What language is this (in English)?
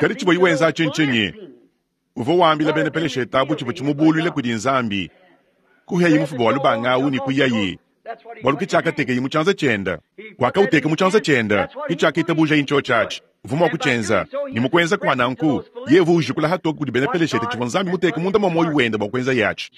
Luba-Lulua